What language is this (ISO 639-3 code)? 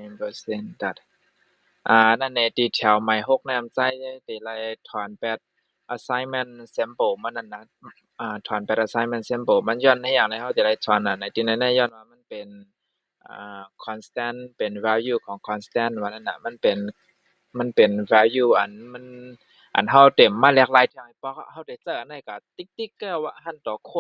shn